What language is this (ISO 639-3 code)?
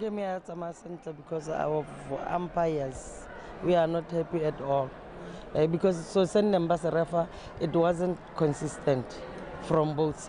tsn